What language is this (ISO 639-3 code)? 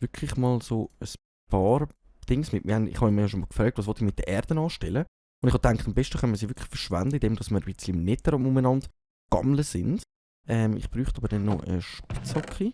gsw